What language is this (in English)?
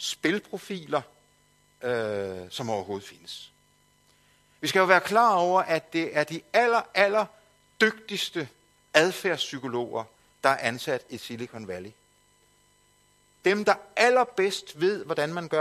Danish